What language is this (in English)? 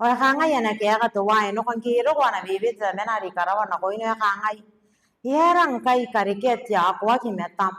Gilbertese